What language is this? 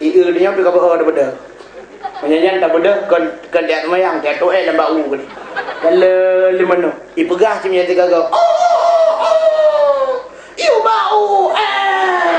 Achinese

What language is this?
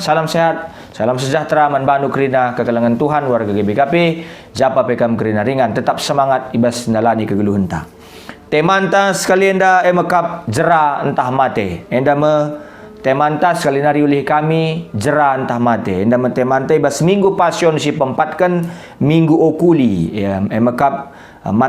Batak Karo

